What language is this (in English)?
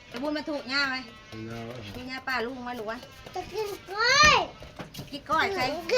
Northeastern Thai